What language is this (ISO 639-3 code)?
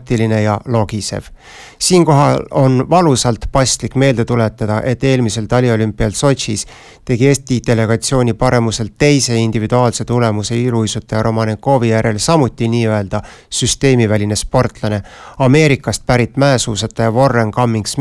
est